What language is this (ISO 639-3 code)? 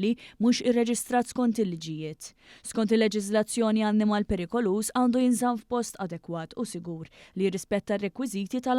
mlt